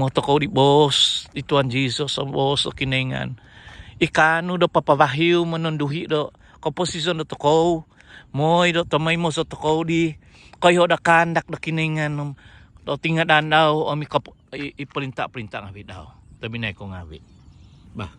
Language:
Central Dusun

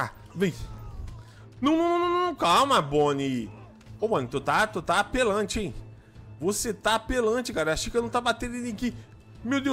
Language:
Portuguese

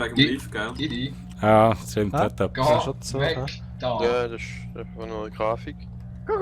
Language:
Swiss German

